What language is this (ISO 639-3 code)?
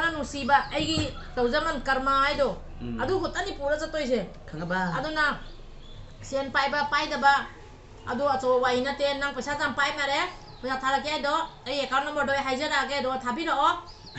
mni